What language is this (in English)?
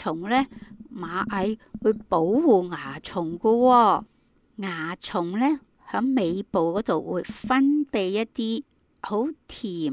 Cantonese